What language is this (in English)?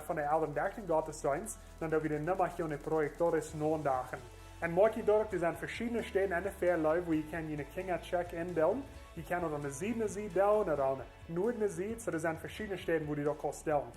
Plautdietsch